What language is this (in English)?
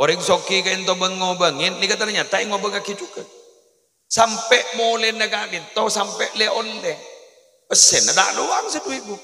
Madurese